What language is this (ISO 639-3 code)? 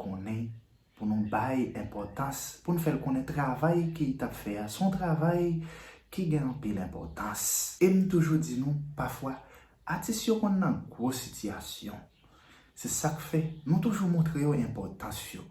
hat